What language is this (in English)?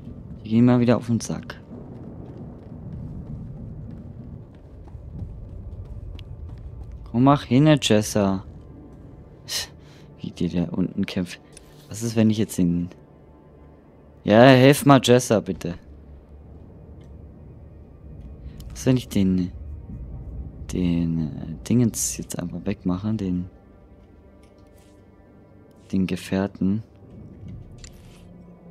German